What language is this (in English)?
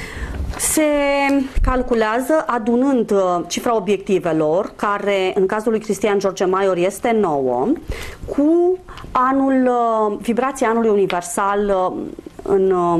Romanian